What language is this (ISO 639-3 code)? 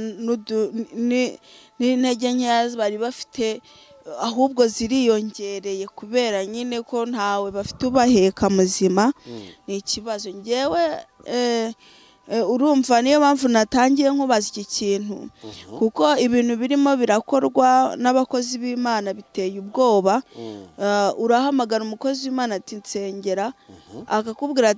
kin